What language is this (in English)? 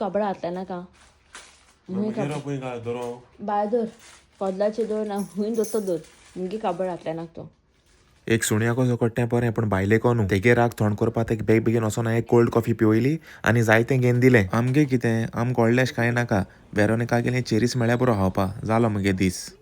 Konkani